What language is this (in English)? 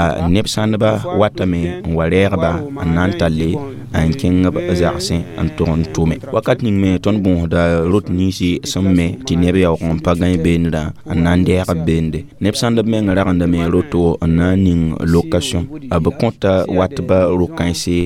Mossi